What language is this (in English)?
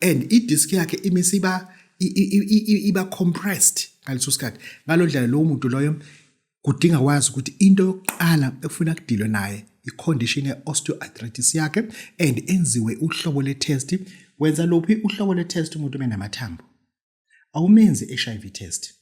Zulu